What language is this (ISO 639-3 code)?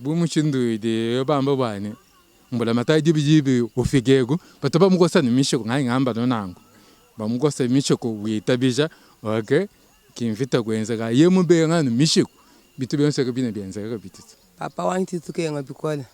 lua